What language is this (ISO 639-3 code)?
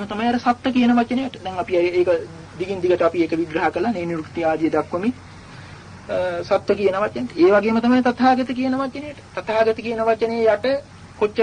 sin